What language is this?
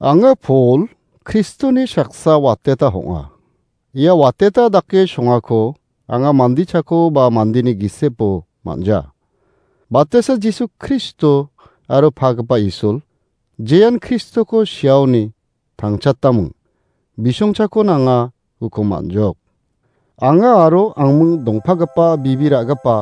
Garo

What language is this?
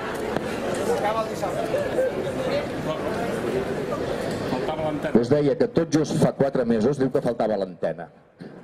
Catalan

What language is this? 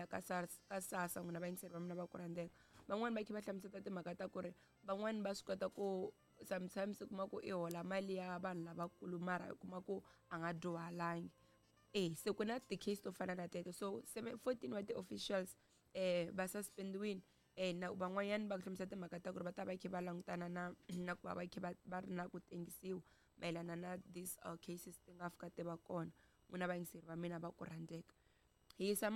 Tsonga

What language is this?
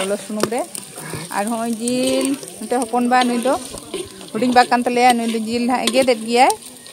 Santali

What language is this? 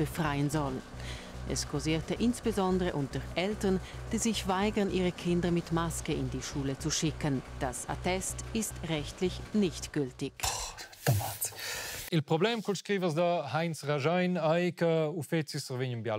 Romansh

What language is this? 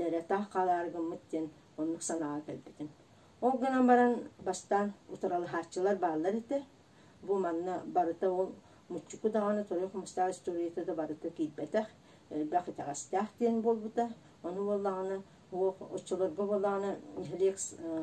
Yakut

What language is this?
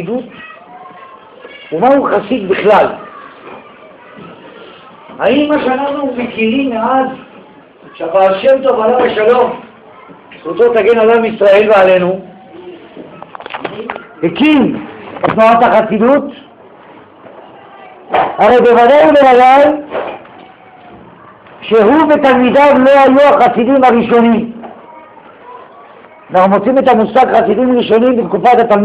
Hebrew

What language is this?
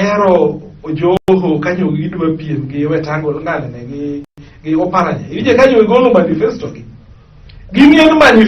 Luo (Kenya and Tanzania)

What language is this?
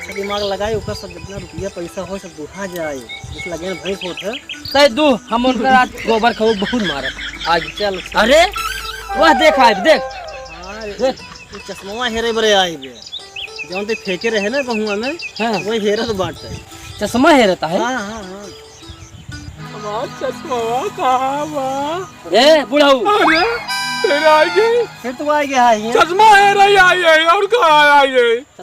Awadhi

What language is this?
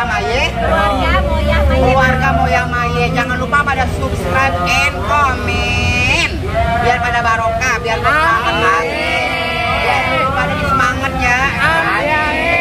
Betawi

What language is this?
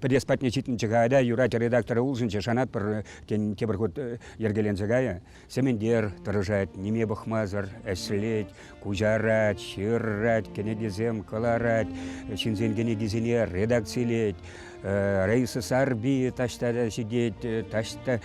Chuvash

